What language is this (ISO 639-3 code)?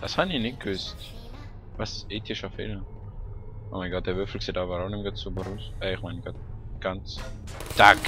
gsw